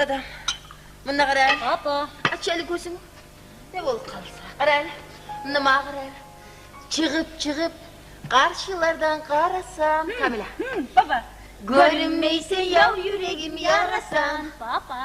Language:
Kumyk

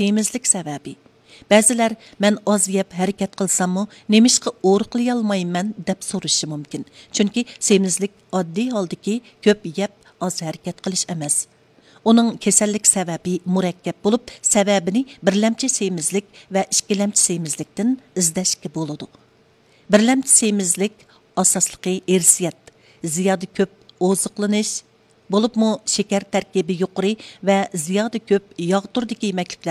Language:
Uyghur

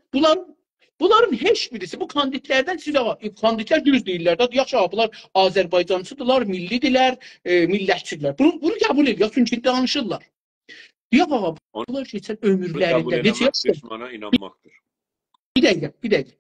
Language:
South Azerbaijani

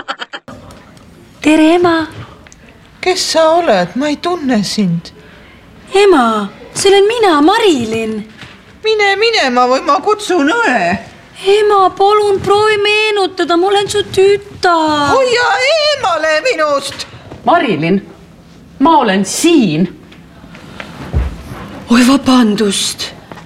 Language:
Estonian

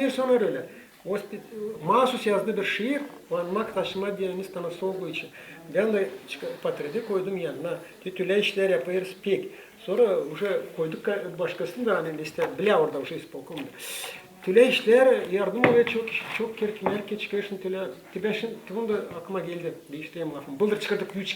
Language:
Gagauz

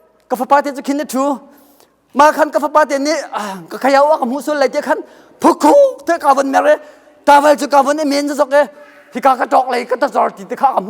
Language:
Hakha Chin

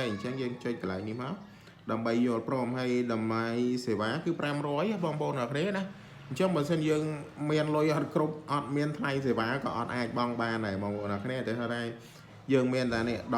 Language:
Khmer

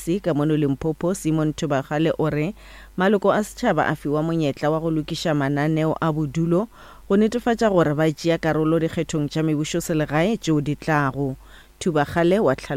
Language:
Northern Sotho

